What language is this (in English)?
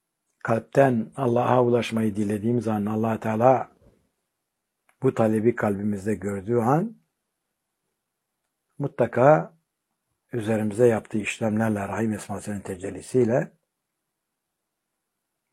Turkish